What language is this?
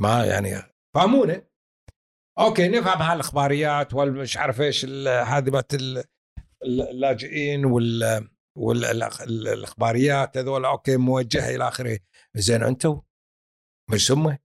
Gulf Arabic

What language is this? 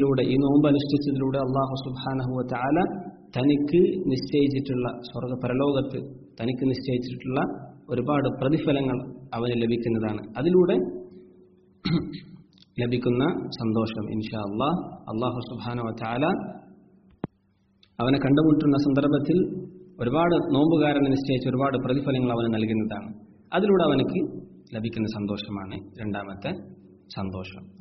Malayalam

